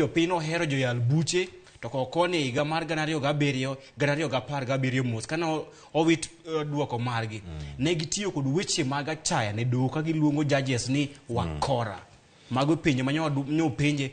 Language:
Luo (Kenya and Tanzania)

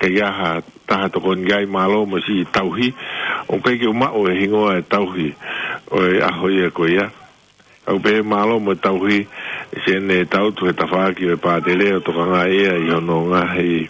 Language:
Tongan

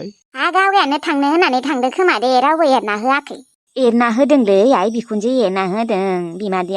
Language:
Bodo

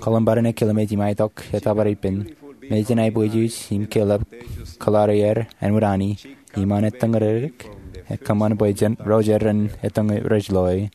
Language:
Marshallese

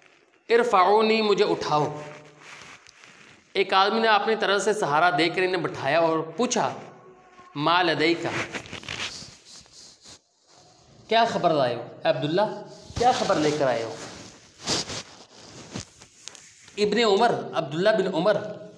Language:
Hindi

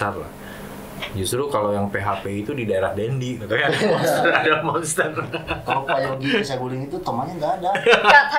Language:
Indonesian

